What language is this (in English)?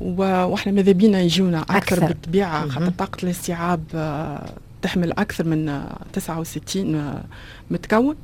Tunisian Arabic